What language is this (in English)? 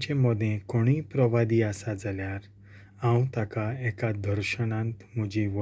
Konkani